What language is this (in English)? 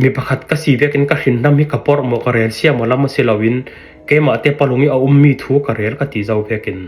Falam Chin